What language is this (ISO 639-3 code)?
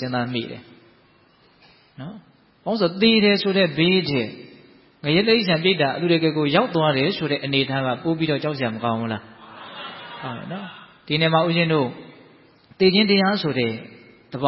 mya